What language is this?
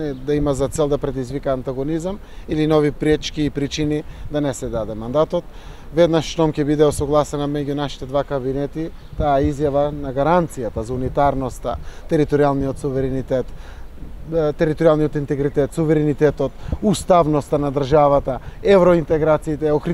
Macedonian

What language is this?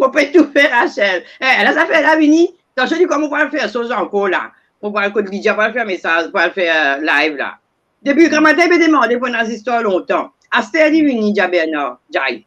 Morisyen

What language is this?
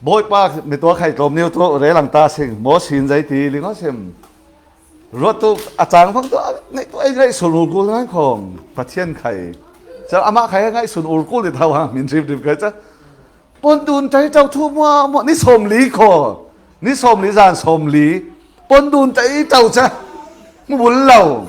Falam Chin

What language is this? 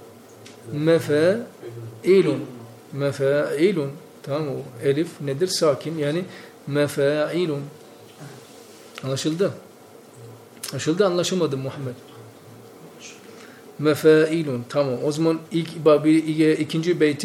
Turkish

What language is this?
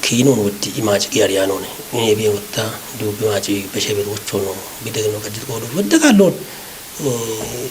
Kafa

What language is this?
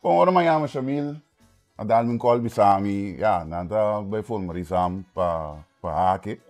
Papiamento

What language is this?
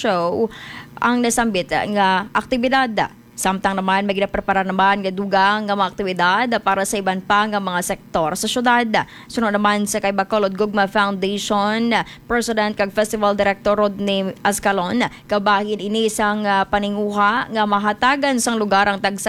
Hiligaynon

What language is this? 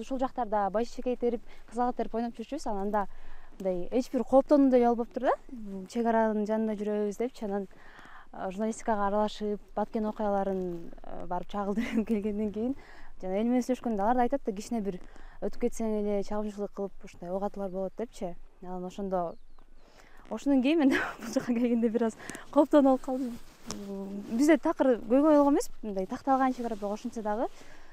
Kyrgyz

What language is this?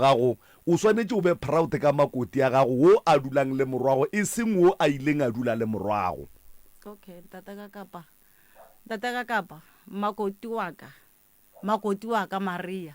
Northern Sotho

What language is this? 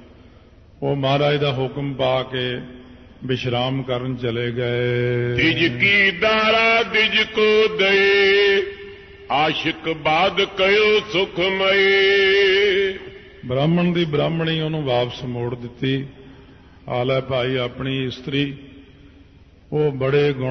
Punjabi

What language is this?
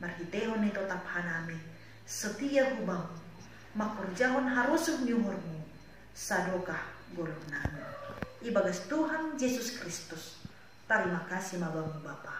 Batak Simalungun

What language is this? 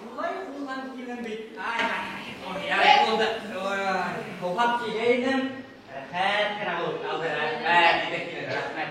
Bashkir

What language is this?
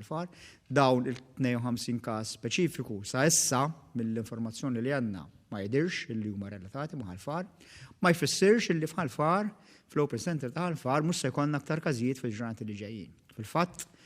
Maltese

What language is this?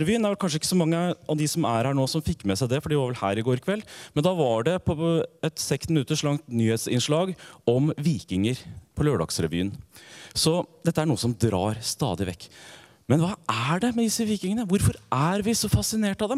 Norwegian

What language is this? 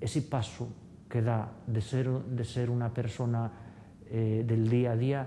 Asturian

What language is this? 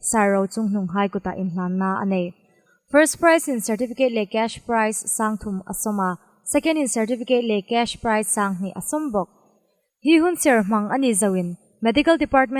Hmar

